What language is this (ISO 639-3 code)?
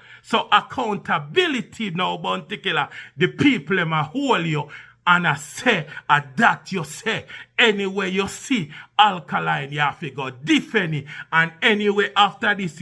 jam